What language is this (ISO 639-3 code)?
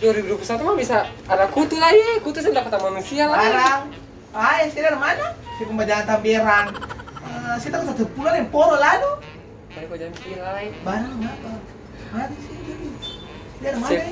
abs